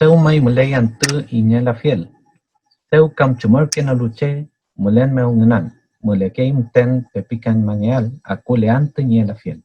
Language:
Mapuche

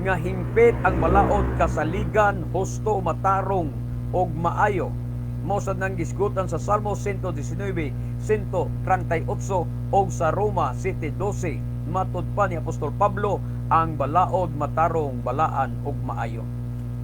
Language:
Cebuano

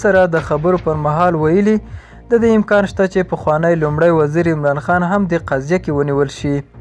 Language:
Pashto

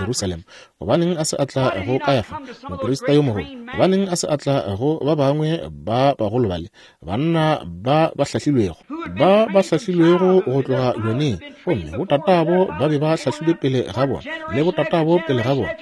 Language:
Northern Sotho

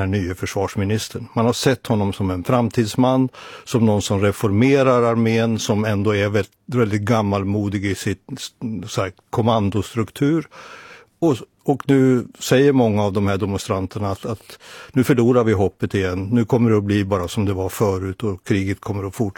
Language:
Swedish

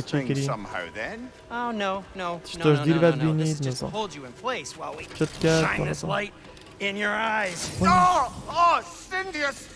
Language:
Kurdish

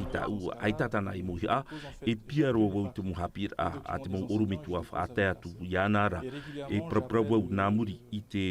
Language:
Tahitian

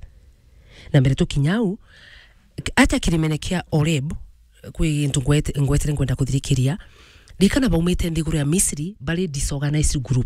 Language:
Meru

